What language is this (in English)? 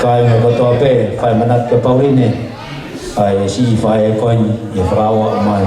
Tongan